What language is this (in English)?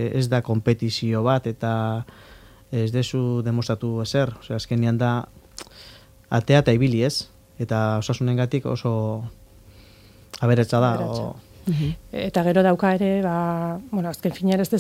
Basque